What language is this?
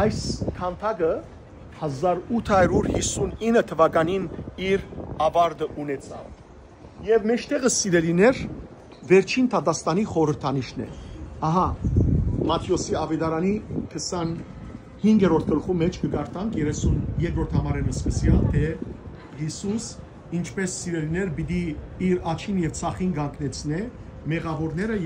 Western Armenian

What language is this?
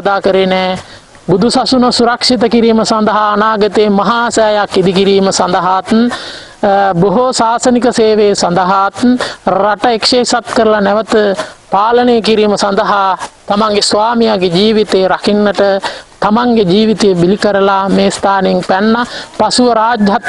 Sinhala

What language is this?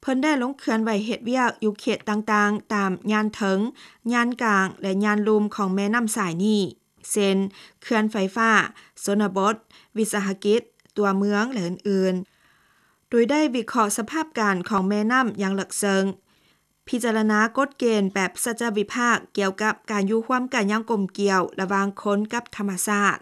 Lao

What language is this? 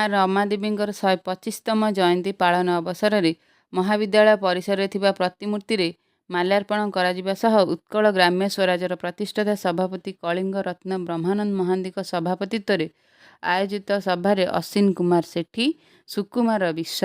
Odia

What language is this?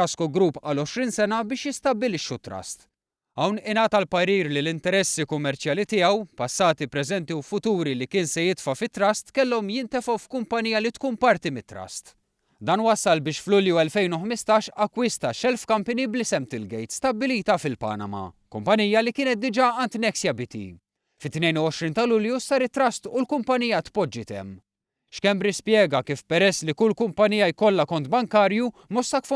Maltese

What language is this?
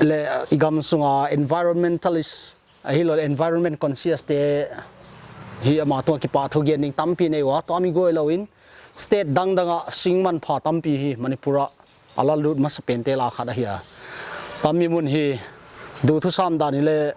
Paite Chin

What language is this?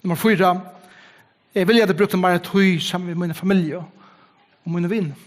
Faroese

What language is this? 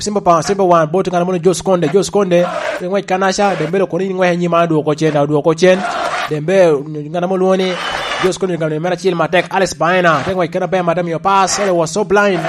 Lango (Uganda)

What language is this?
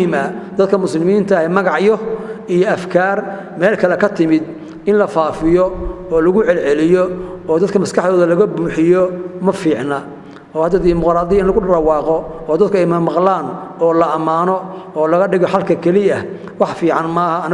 Somali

